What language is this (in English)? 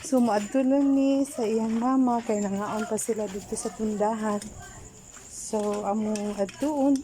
Cebuano